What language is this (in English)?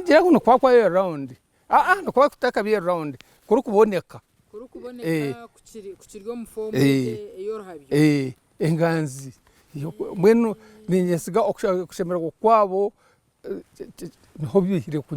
Nyankole